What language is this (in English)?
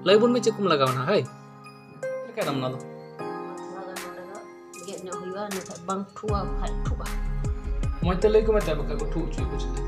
Santali